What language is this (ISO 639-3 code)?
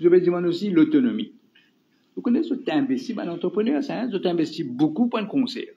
mfe